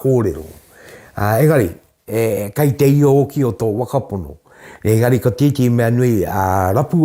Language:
Māori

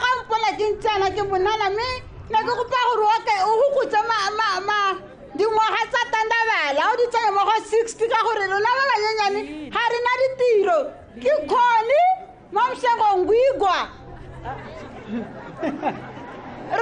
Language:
Tswana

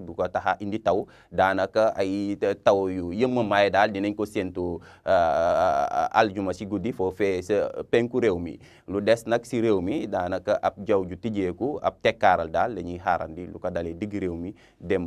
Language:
Wolof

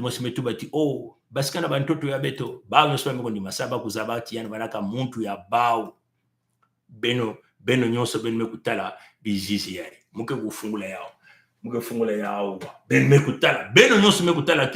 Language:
Kituba (Congo)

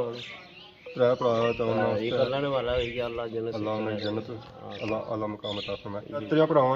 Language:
Pahari-Potwari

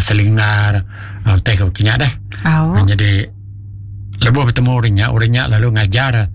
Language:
Iban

